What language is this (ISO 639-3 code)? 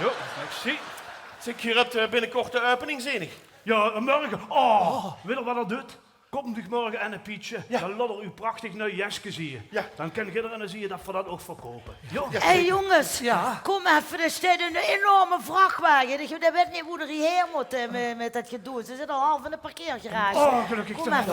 lim